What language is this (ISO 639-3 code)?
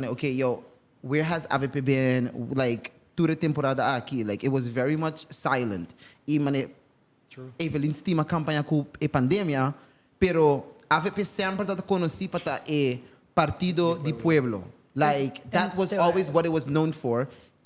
pap